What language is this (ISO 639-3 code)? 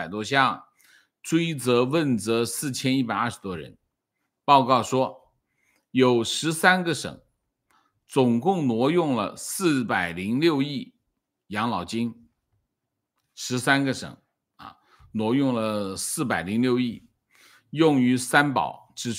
zho